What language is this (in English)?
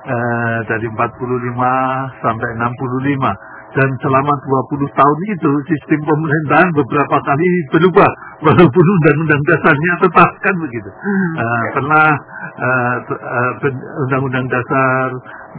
Indonesian